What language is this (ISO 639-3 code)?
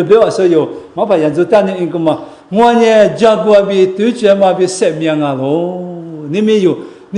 lis